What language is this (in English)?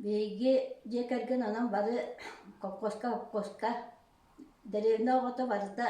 Yakut